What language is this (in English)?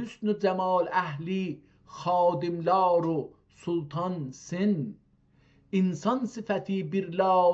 South Azerbaijani